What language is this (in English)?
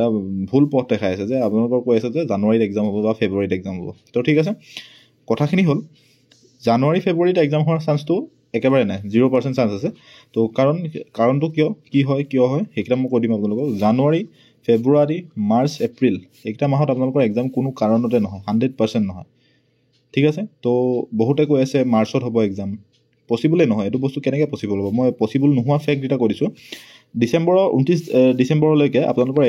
Assamese